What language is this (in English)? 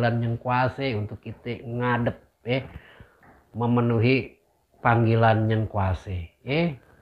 Betawi